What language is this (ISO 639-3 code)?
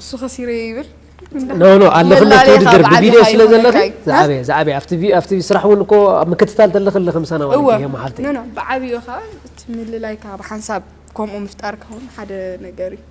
tir